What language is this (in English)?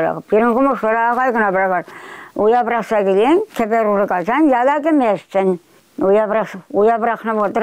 Chuvash